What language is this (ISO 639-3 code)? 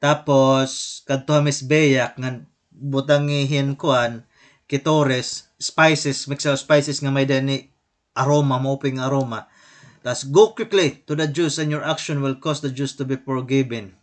war